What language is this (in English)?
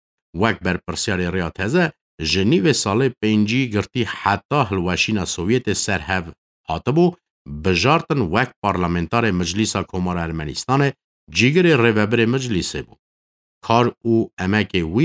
Kurdish